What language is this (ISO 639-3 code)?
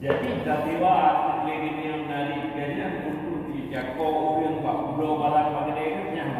ace